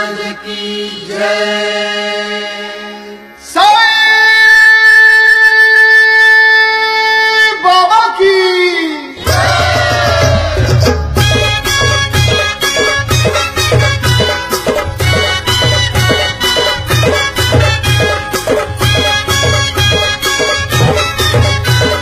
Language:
Marathi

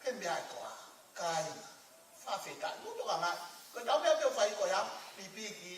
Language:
Tongan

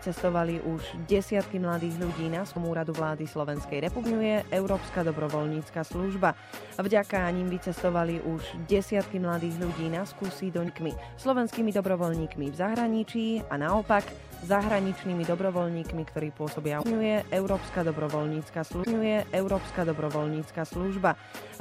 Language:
Slovak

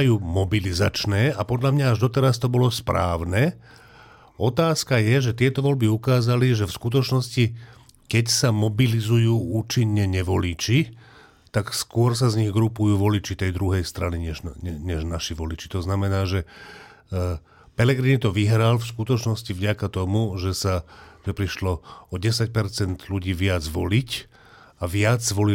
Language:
Slovak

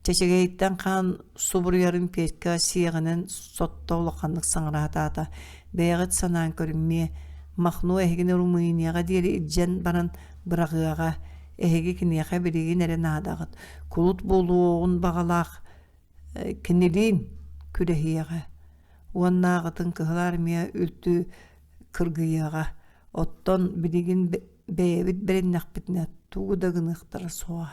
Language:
Yakut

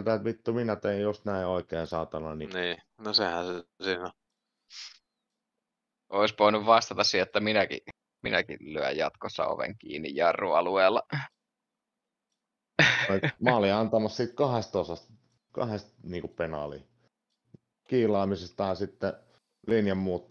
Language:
Finnish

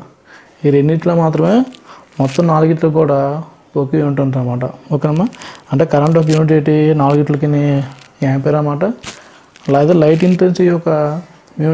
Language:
Telugu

